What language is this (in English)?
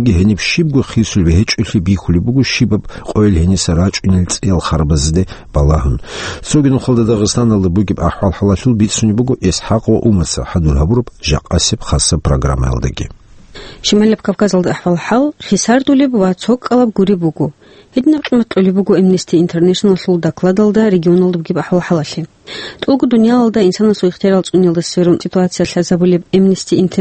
Avaric